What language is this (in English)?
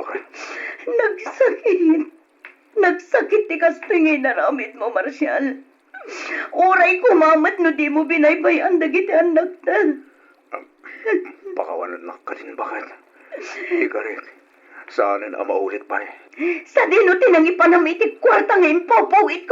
Iloko